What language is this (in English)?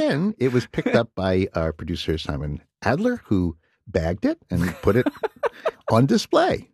English